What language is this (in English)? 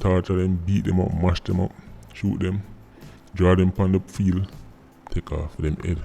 Jamaican Creole English